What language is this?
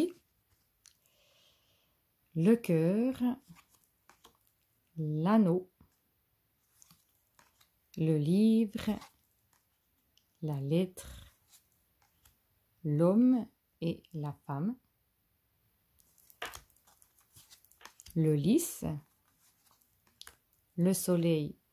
French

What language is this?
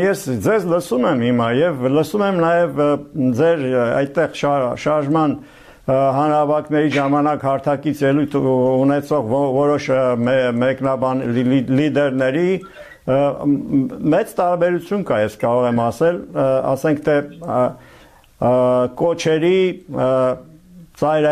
Armenian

